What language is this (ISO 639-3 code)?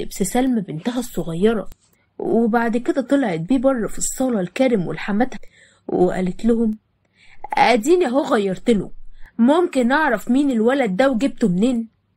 arz